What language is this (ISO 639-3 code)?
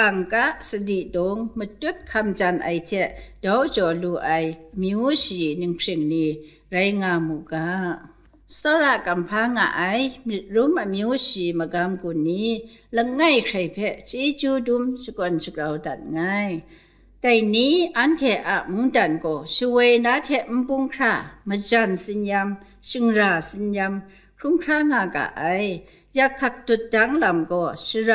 kac